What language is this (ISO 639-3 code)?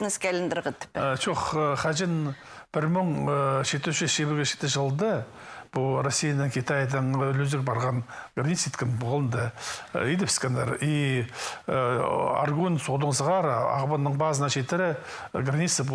kjh